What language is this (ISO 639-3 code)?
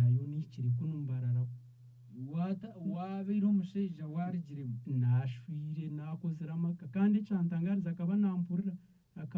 nyn